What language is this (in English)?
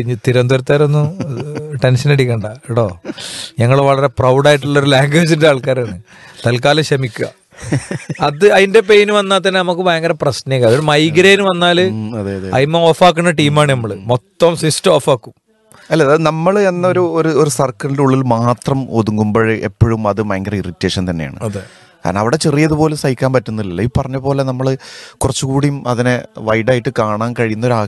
Malayalam